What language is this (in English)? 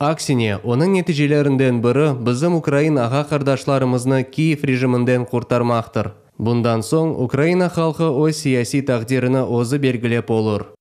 Crimean Tatar